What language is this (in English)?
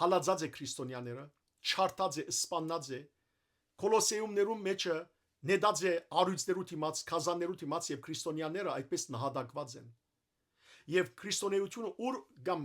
Western Armenian